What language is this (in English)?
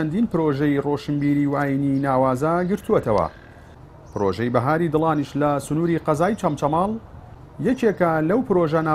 Central Kurdish